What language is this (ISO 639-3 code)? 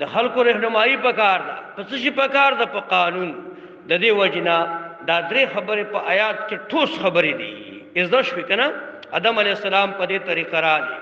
pus